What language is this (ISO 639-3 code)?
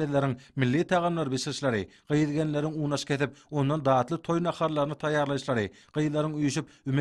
tuk